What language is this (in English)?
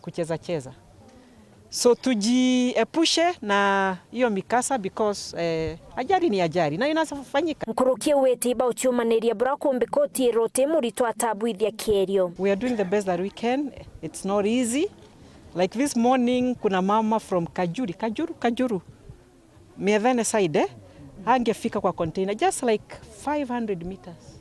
Meru